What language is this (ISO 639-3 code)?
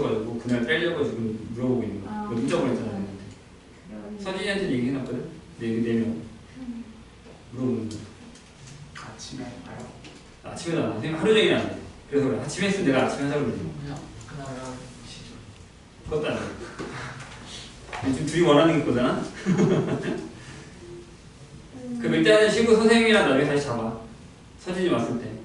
kor